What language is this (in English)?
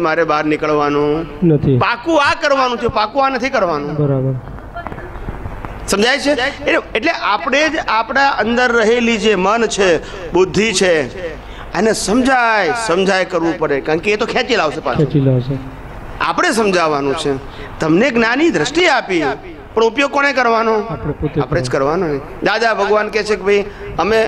Gujarati